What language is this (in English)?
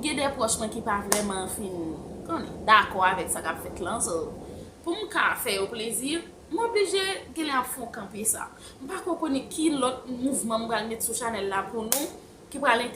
Haitian Creole